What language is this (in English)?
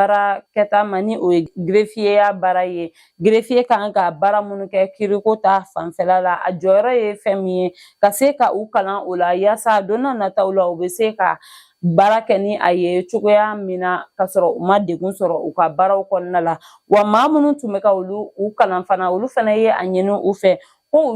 Bambara